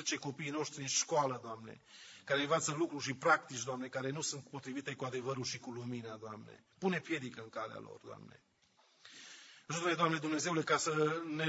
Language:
Romanian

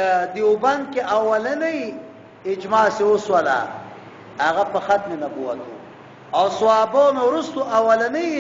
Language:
Pashto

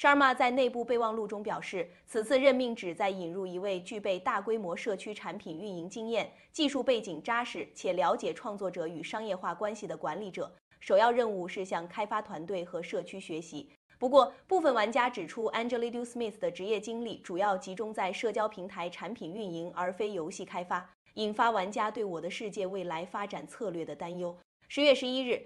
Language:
Chinese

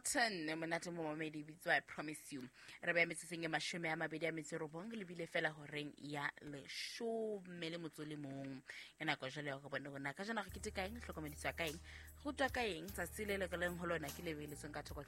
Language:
Southern Sotho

